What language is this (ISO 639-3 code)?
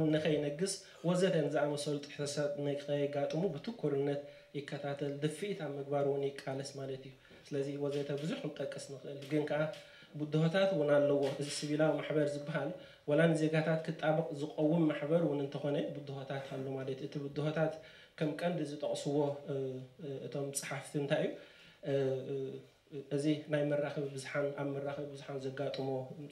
tir